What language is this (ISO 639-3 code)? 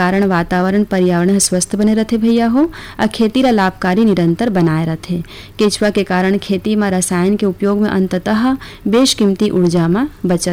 hne